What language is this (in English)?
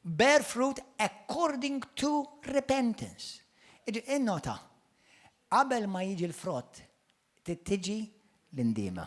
Maltese